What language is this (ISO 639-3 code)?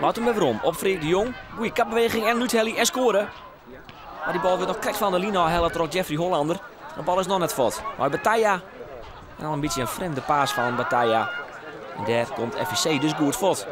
fry